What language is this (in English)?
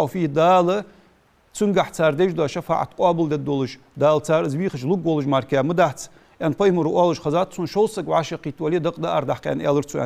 Ingush